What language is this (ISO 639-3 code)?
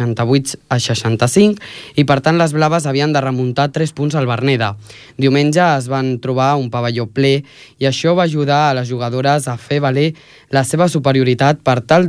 cat